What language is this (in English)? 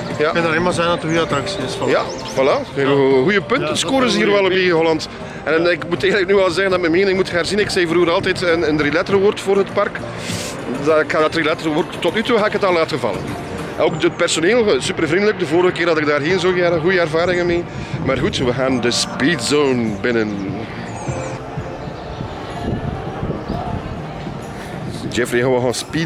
Dutch